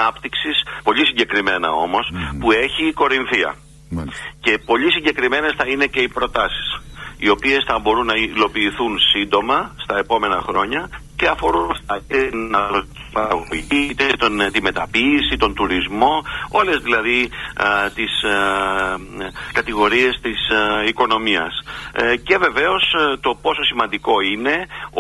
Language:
Greek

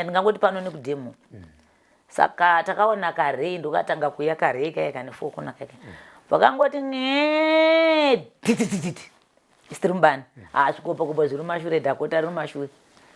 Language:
Shona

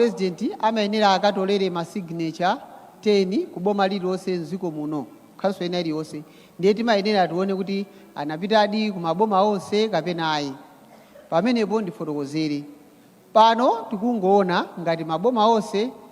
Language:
Nyanja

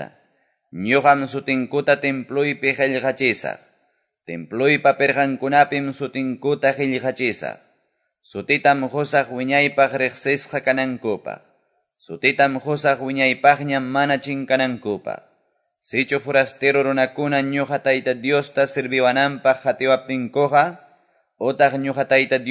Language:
Quechua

